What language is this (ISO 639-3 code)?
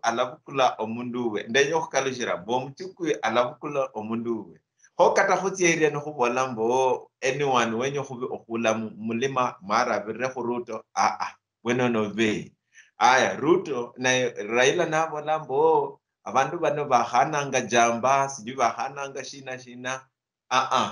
luy